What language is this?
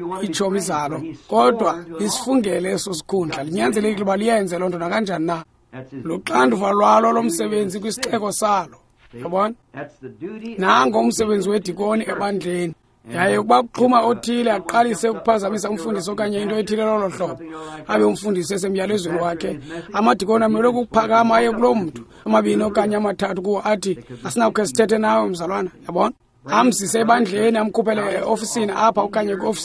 Xhosa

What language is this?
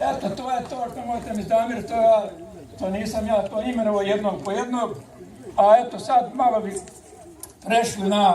Bosnian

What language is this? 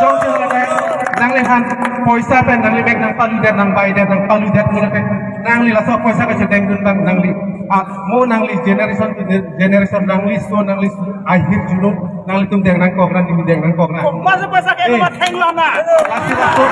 Karbi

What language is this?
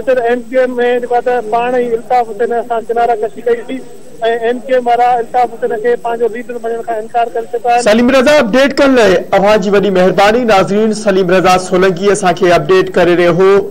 Sindhi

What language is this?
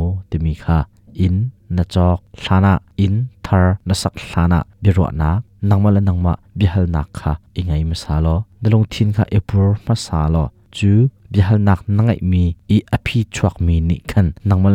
Hakha Chin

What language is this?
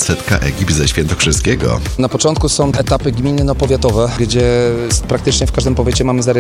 Polish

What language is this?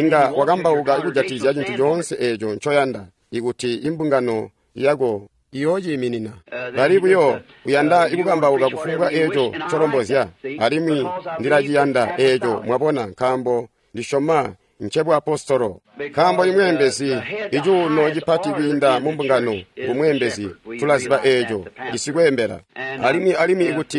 Tonga (Zambia)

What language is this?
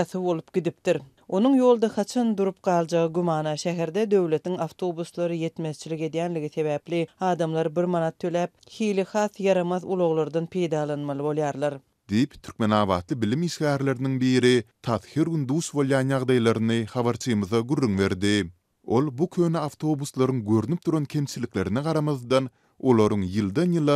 Turkmen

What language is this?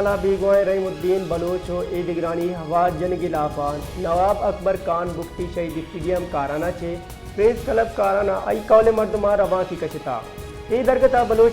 Baluchi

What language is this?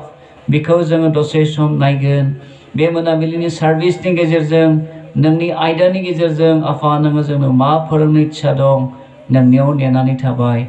Bodo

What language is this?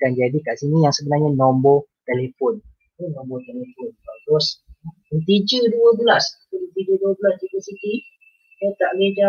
Malay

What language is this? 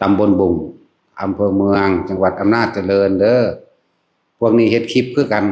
Northeastern Thai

